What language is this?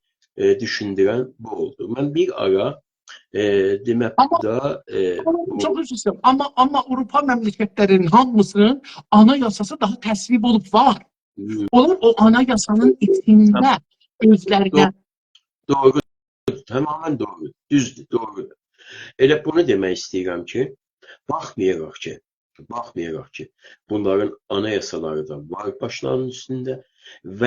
South Azerbaijani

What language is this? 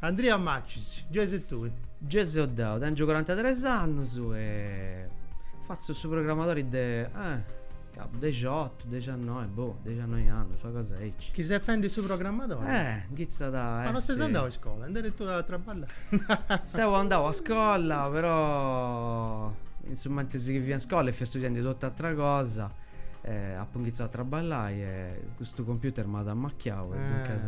Sardinian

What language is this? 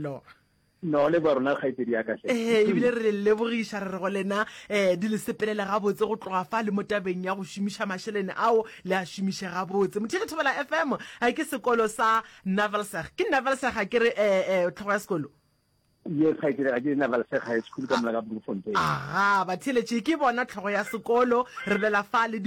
Northern Sotho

